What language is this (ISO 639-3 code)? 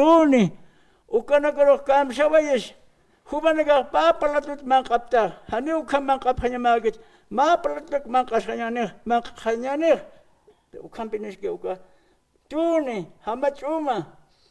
aym